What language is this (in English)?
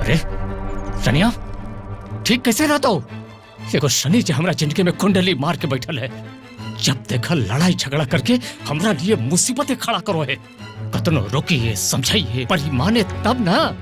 Magahi